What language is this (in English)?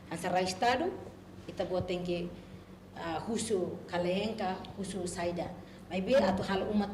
Tetum